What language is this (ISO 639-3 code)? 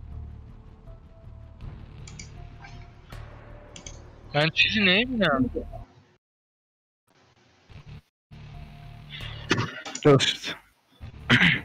fas